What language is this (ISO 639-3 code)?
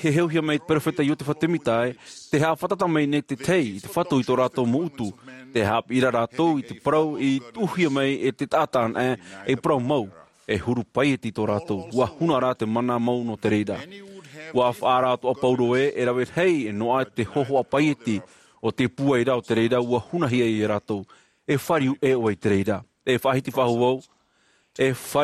tah